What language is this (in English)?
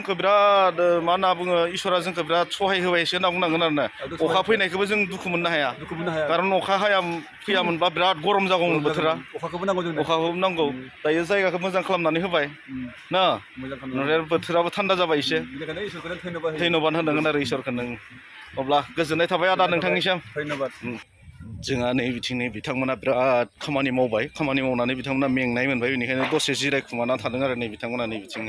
Bodo